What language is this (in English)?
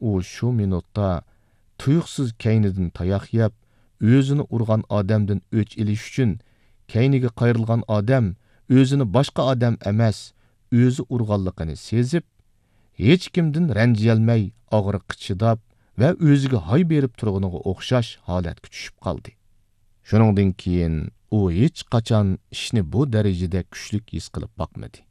Uyghur